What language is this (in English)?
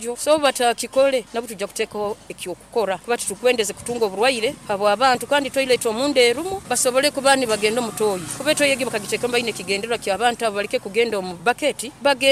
Nyoro